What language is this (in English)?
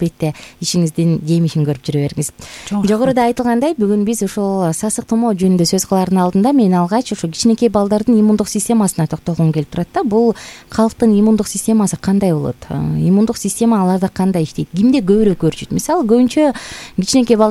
Kyrgyz